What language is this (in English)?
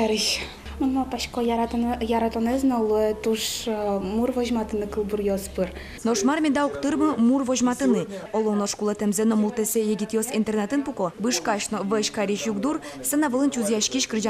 Udmurt